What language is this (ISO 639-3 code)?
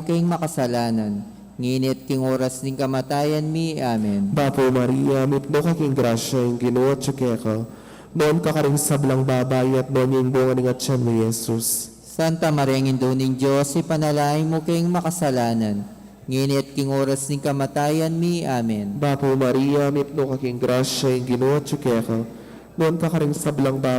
pam